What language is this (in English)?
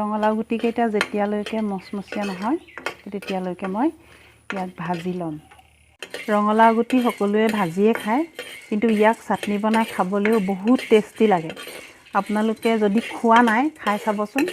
Assamese